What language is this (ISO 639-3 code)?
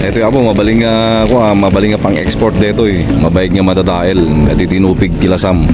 ilo